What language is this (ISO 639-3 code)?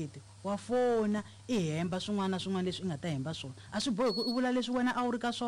tso